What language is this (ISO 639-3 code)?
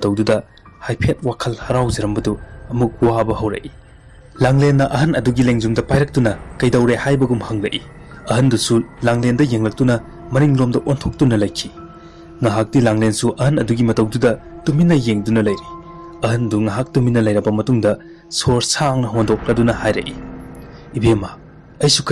mni